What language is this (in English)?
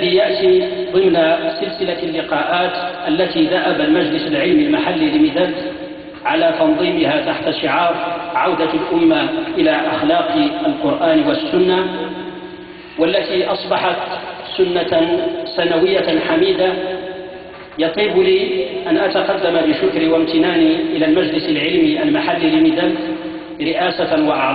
Arabic